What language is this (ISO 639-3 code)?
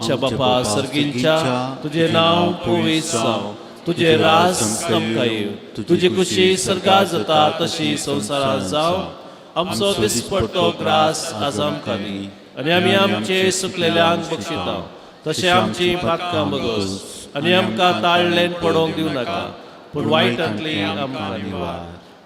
kok